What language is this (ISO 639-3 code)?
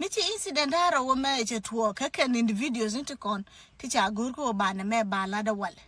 nus